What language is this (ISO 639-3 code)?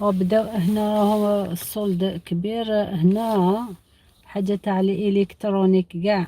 arq